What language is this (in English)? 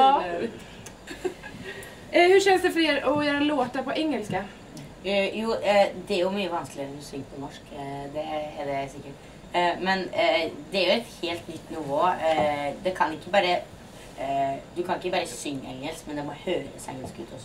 Swedish